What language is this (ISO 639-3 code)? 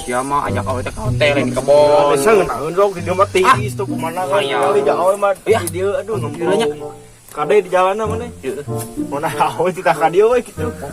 sun